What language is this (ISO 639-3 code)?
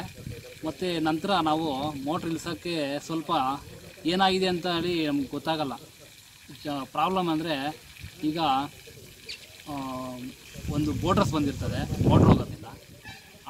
kan